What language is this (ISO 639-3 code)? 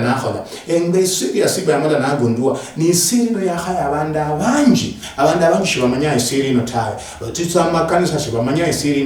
luy